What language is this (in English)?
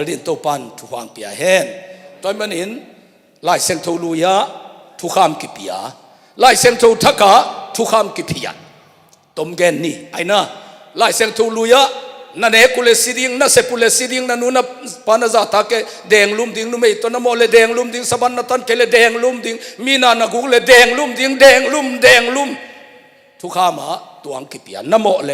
Tedim Chin